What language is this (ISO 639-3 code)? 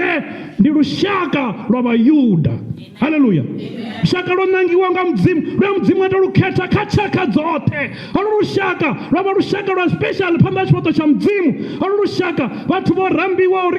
ven